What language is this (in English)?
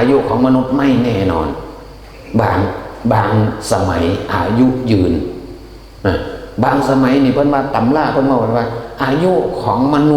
Northeastern Thai